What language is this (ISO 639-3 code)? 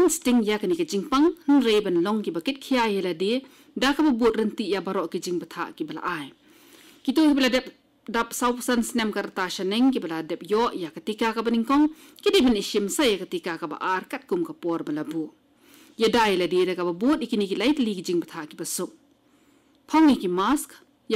kha